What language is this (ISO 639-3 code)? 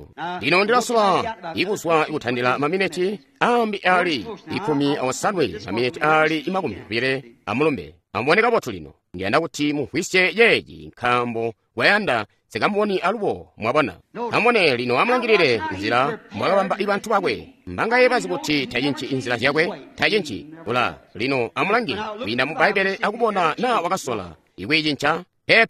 toi